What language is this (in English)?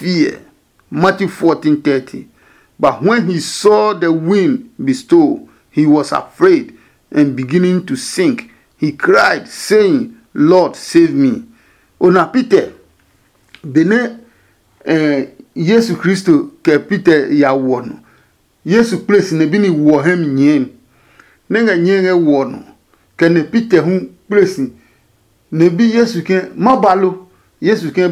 Adangme